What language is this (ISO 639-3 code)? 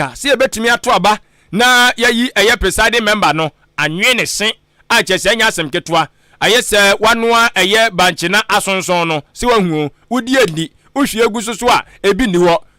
aka